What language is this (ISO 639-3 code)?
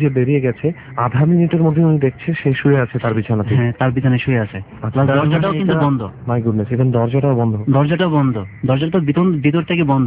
ben